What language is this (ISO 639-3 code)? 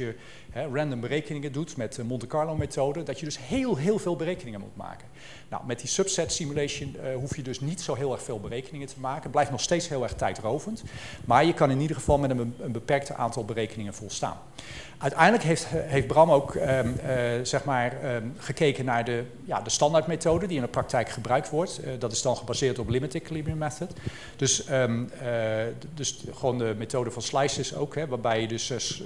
nld